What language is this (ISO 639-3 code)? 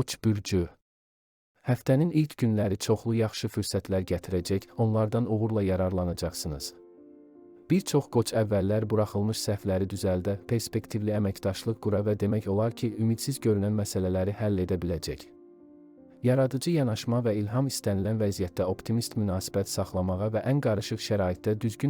aze